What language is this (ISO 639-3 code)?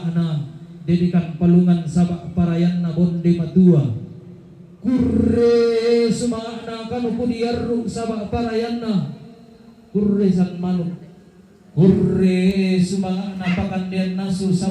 sda